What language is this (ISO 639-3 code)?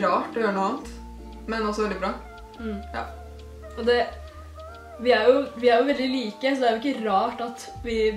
nor